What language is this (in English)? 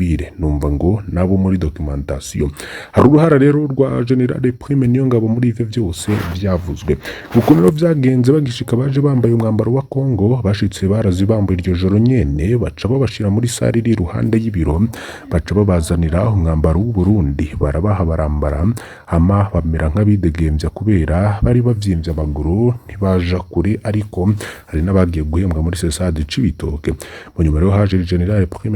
Rundi